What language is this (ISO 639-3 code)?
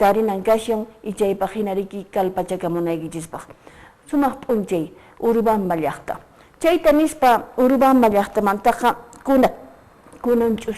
que